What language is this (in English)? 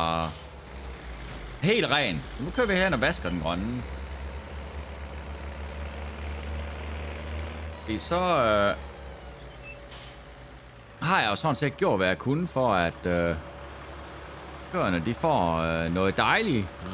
Danish